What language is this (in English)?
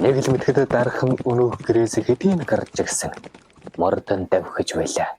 Mongolian